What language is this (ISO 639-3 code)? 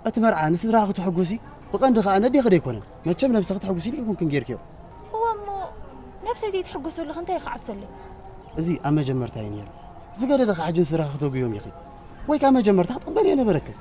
tir